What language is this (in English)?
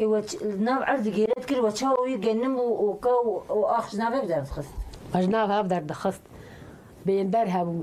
Kurdish